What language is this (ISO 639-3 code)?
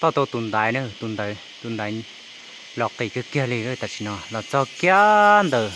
hmn